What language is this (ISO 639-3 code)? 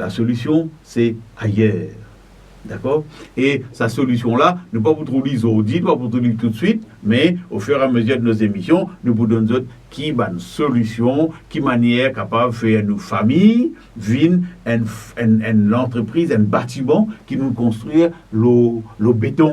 mfe